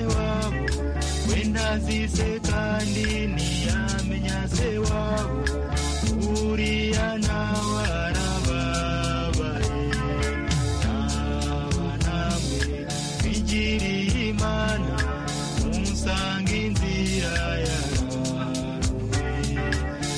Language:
Kinyarwanda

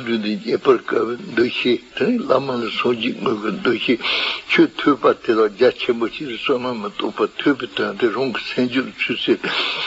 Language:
Tibetan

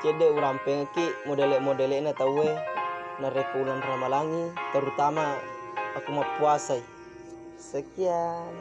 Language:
Buginese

